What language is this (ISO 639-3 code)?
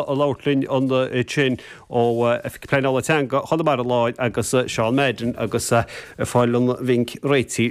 gle